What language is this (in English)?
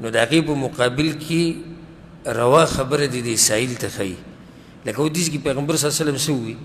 Pashto